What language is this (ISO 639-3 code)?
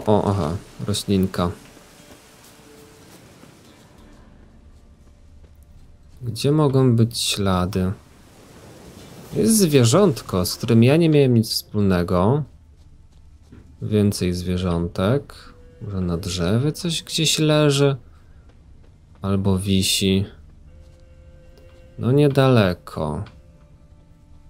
pol